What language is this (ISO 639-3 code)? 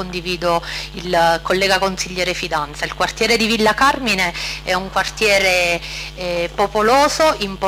ita